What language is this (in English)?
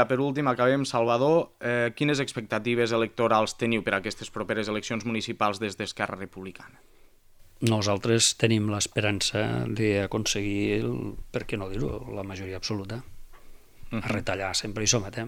Catalan